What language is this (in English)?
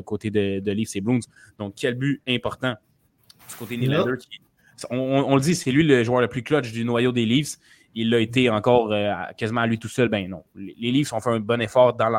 French